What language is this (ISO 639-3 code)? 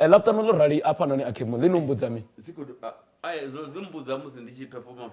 ven